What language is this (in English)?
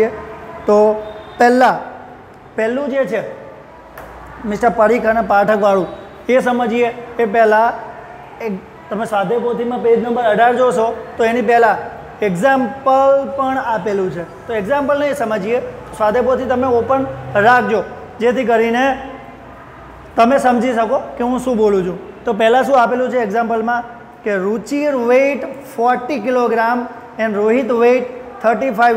Gujarati